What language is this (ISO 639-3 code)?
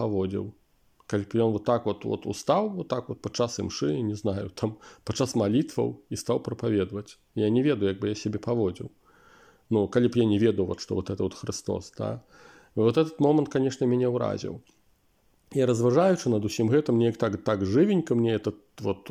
bel